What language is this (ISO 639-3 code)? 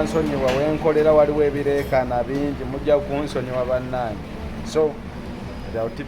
lug